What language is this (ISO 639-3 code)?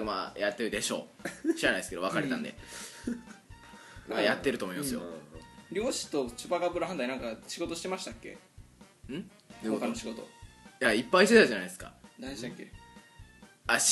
jpn